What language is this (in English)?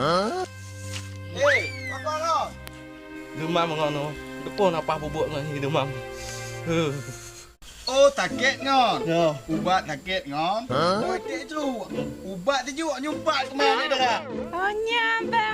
Achinese